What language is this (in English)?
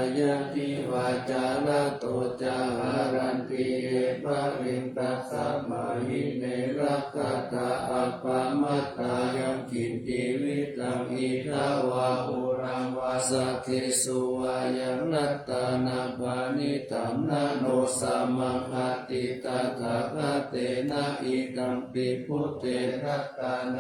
Pali